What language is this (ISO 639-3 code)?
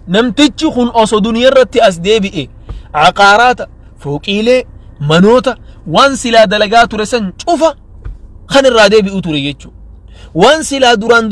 orm